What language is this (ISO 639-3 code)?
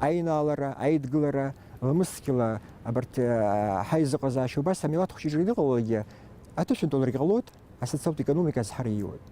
abk